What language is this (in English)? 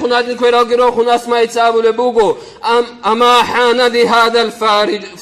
Avaric